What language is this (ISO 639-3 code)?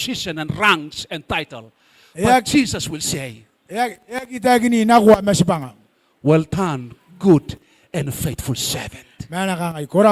gil